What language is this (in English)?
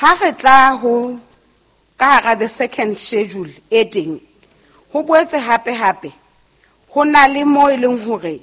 Southern Sotho